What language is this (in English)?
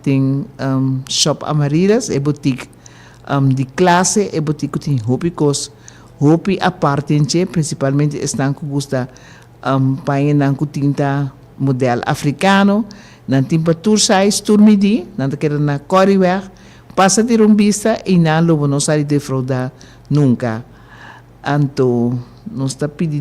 Papiamento